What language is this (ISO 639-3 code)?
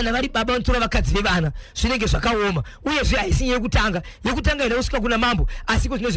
sna